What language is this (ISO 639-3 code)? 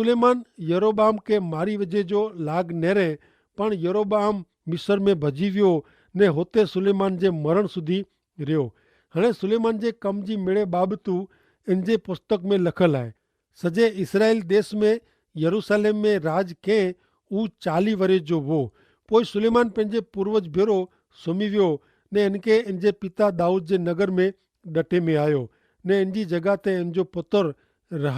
kfr